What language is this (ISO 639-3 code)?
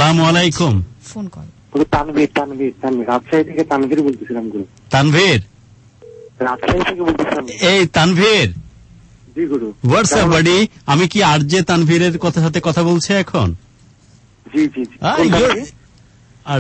ben